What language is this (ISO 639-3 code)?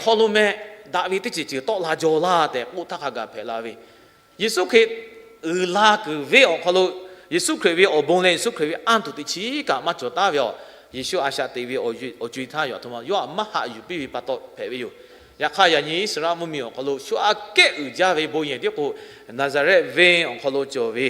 lhu